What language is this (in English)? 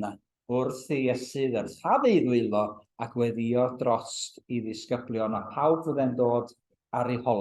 Welsh